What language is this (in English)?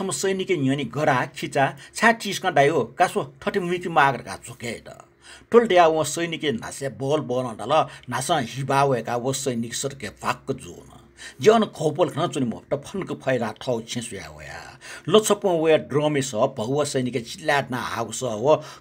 Newari